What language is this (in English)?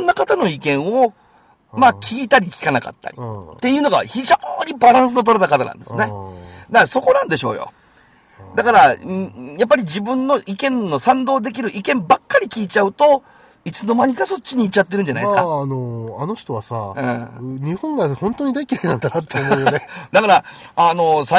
Japanese